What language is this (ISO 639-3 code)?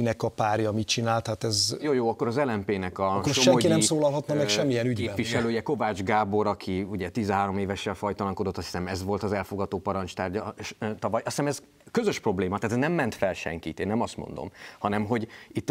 hun